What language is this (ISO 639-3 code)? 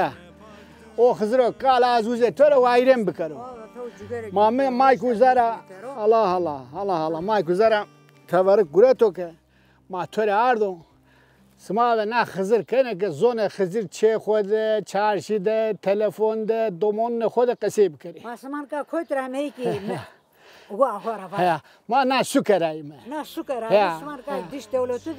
zza